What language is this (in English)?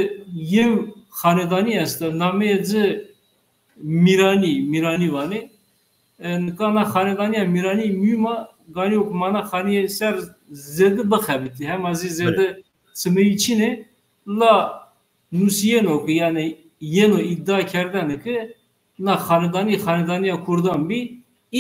Zaza